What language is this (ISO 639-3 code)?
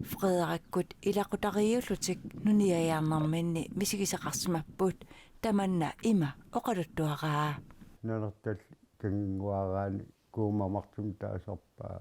kal